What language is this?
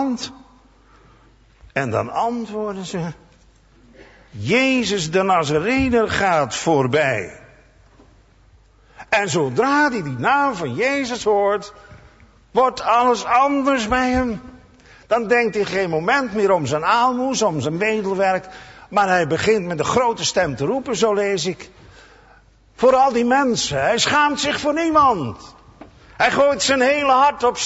Dutch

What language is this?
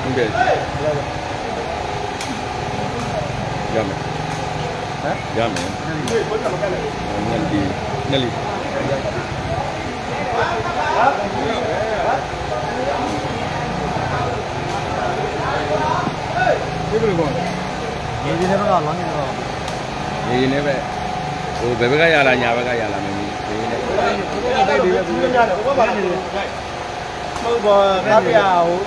Burmese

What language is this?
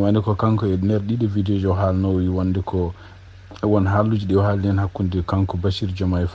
Fula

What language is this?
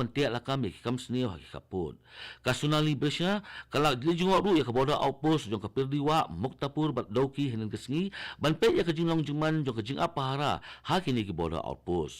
Khasi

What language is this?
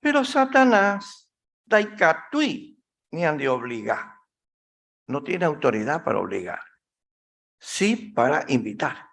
Guarani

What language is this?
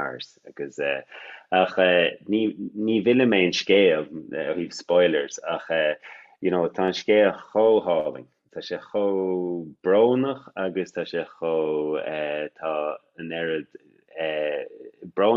Irish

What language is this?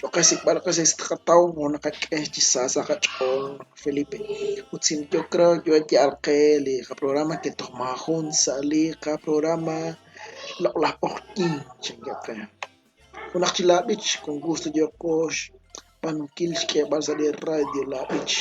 Kekchí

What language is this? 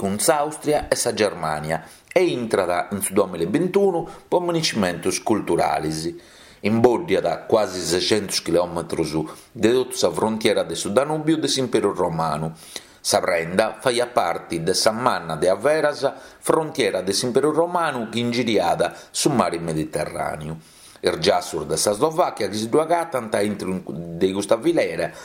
Sardinian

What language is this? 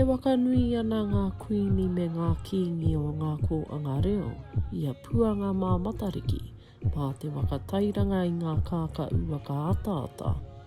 Māori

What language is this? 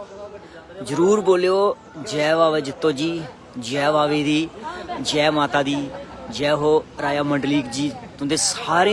Dogri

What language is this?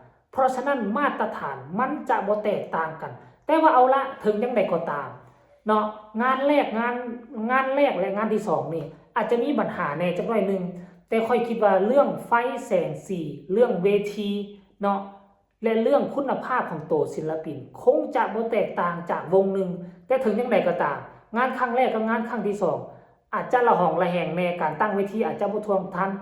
Lao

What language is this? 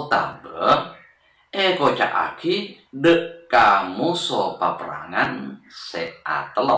Madurese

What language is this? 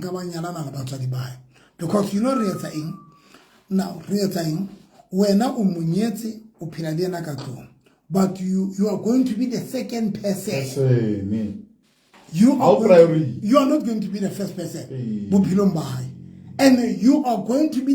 Southern Sotho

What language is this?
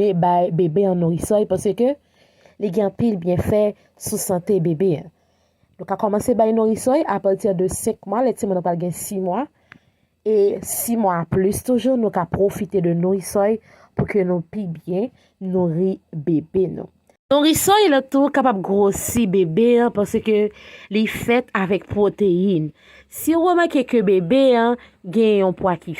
Haitian Creole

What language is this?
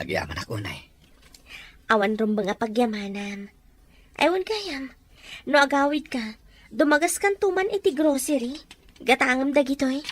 Iloko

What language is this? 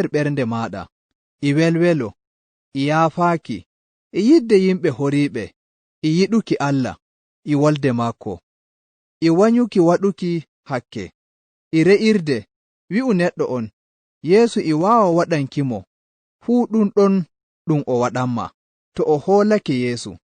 Nigerian Fulfulde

